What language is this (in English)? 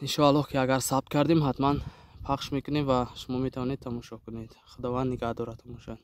Tajik